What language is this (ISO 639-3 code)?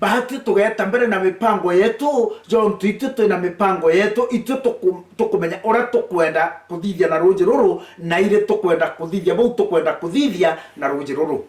mer